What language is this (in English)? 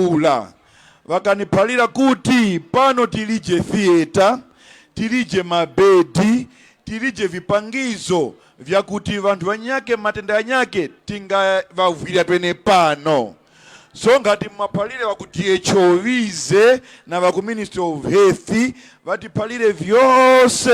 Tumbuka